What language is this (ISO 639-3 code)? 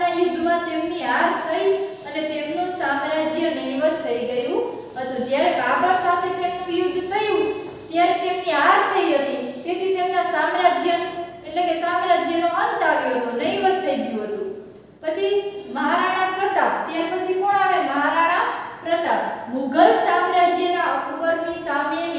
guj